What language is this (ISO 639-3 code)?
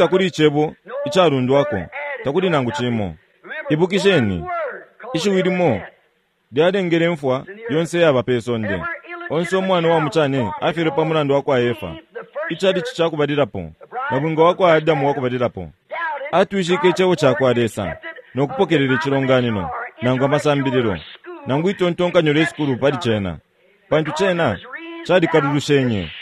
bem